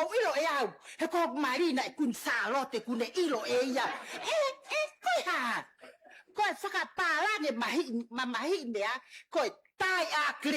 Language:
Tongan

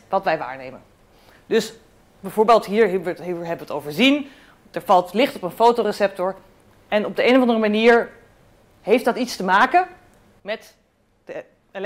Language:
Dutch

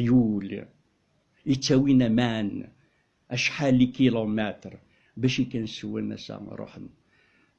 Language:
Kabyle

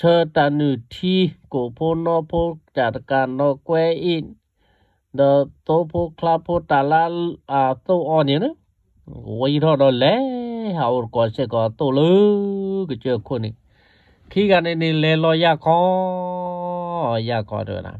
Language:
S'gaw Karen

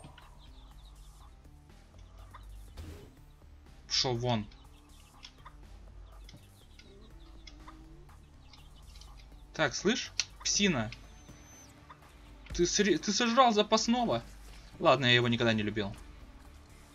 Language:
Russian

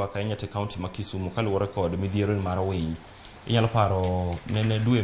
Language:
Luo (Kenya and Tanzania)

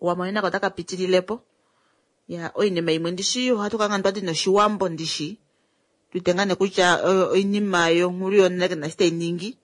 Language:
Kuanyama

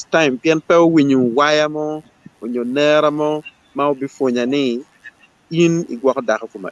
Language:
Acoli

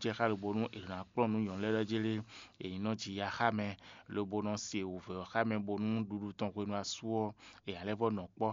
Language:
Fon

